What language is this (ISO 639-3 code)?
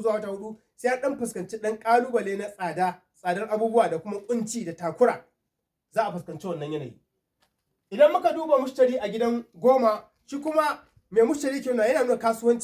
hau